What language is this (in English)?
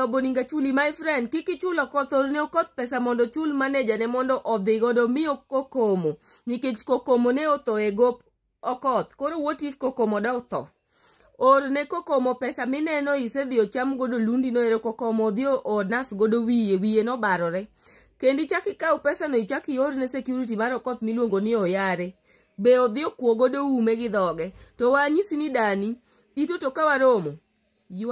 Luo (Kenya and Tanzania)